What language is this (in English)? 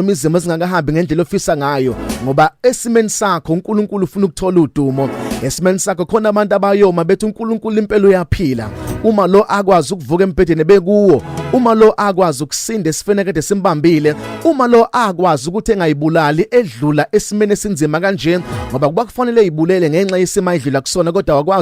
Zulu